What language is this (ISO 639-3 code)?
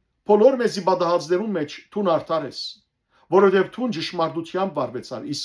hyw